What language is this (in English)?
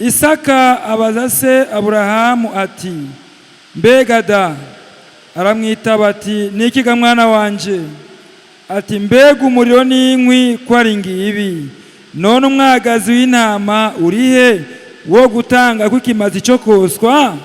Rundi